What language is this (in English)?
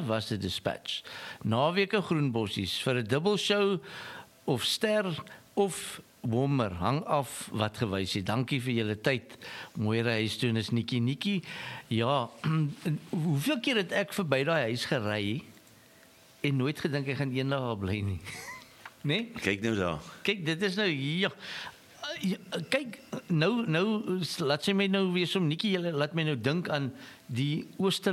Afrikaans